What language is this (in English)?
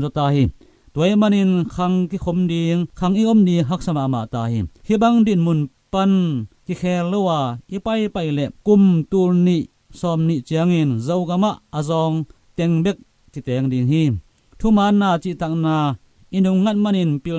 Tedim Chin